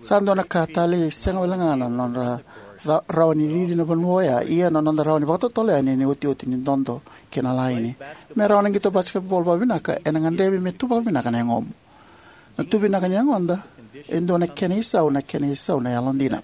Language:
Fijian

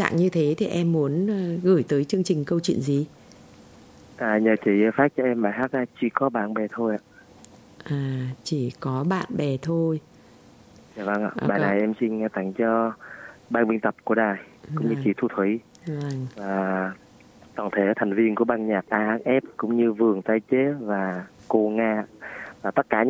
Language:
Vietnamese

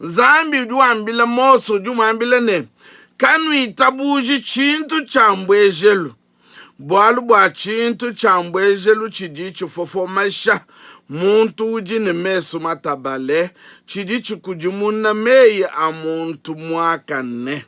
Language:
Luba-Lulua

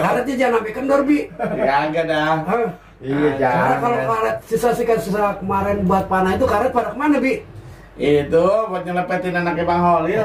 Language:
Betawi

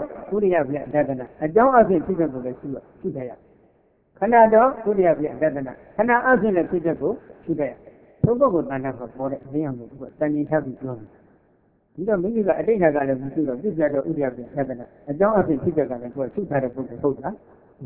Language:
Burmese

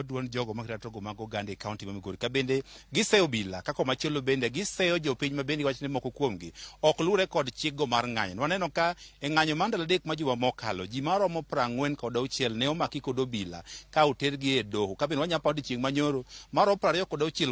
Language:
Luo (Kenya and Tanzania)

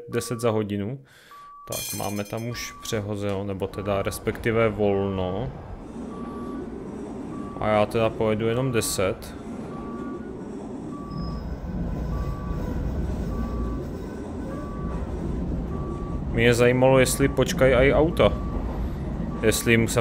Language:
Czech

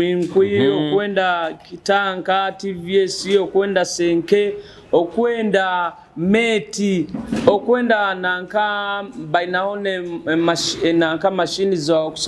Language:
Nyoro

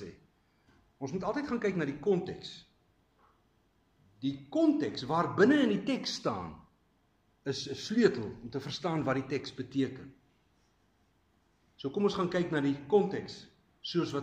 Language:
Afrikaans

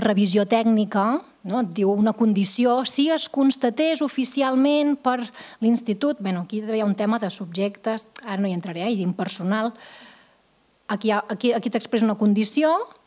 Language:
Catalan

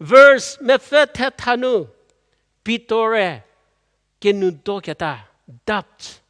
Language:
Angami Naga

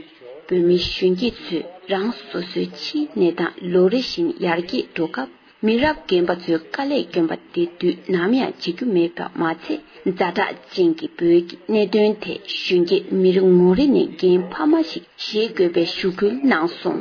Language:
Tibetan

